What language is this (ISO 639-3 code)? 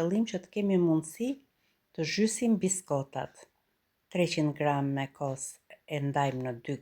sqi